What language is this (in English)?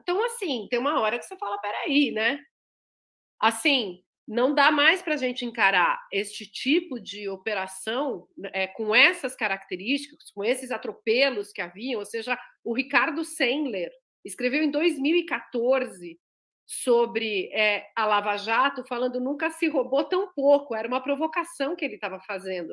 Portuguese